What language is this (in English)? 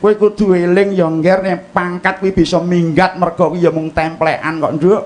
Javanese